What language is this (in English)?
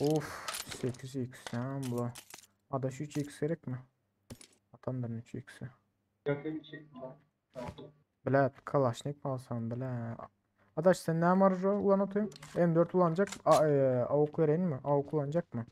Turkmen